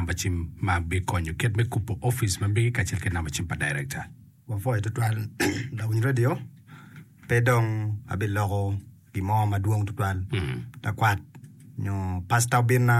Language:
Acoli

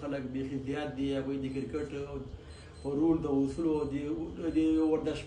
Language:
Pashto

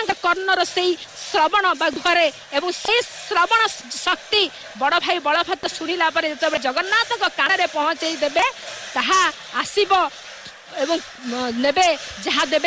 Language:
Odia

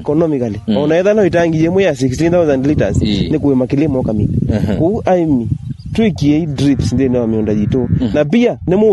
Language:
Kamba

